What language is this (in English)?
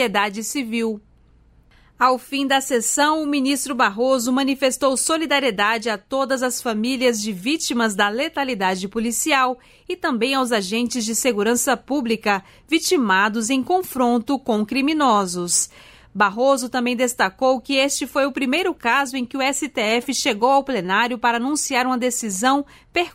Portuguese